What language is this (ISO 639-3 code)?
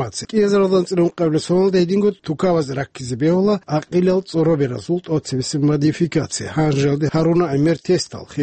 ava